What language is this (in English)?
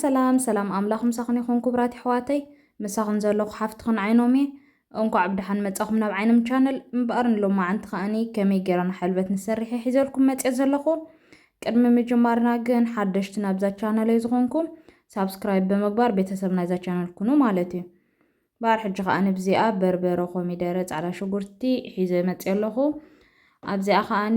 Tigrinya